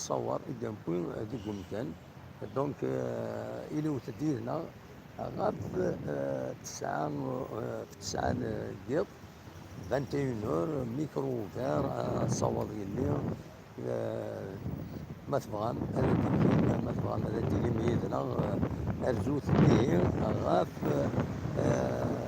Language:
Kabyle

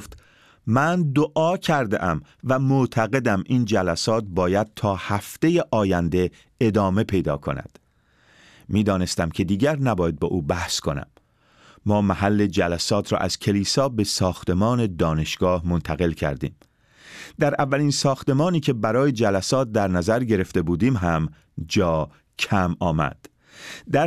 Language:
Persian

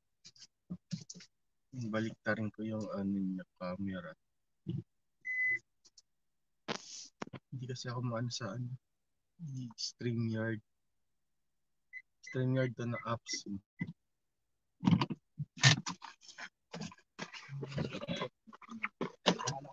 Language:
Filipino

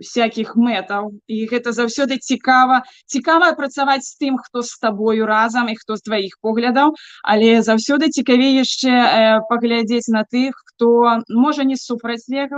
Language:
Belarusian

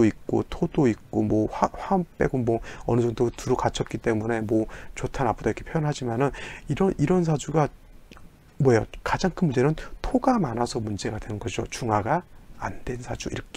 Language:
Korean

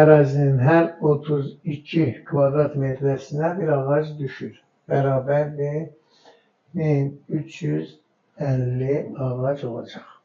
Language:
Azerbaijani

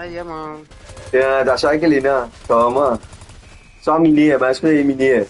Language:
Morisyen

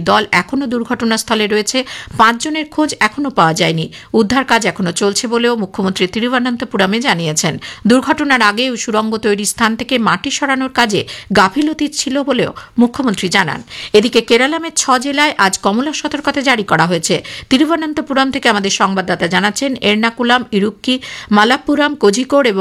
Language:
Bangla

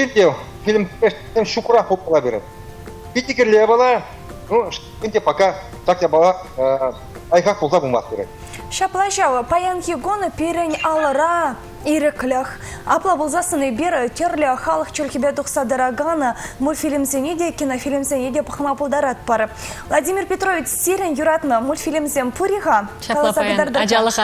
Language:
Chuvash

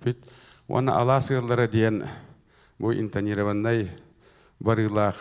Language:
Yakut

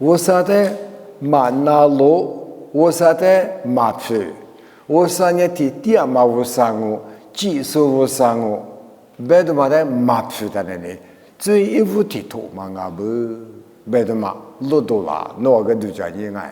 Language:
Lisu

